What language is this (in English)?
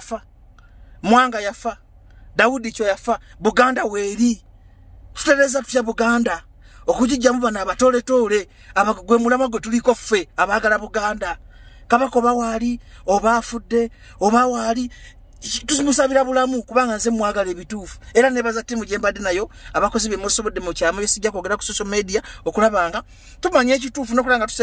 Ganda